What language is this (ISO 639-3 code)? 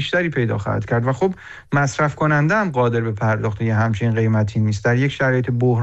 fas